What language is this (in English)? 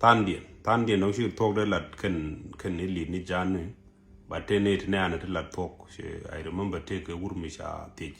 Nuer